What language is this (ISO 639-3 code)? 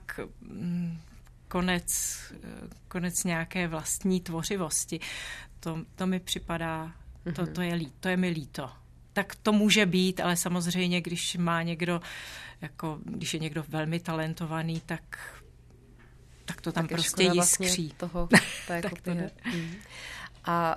ces